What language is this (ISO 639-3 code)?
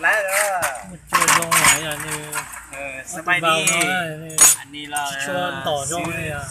hmn